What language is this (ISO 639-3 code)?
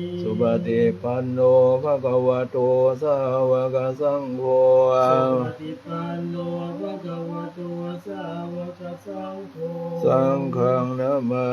pli